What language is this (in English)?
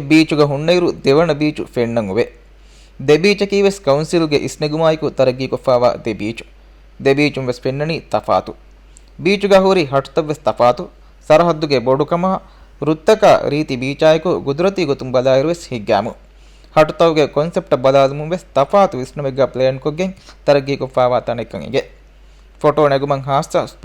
Divehi